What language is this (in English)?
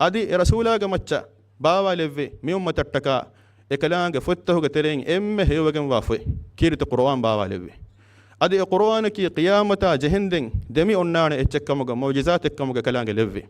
Divehi